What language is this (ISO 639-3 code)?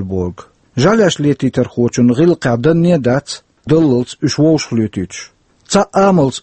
che